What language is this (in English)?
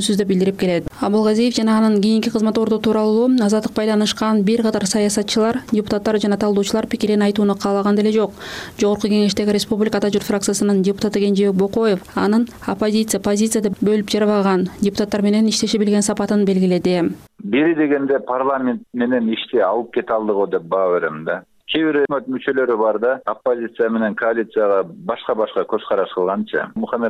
Kyrgyz